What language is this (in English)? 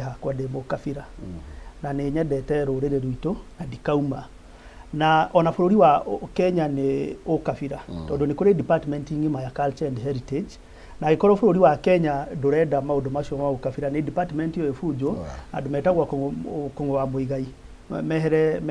Kikuyu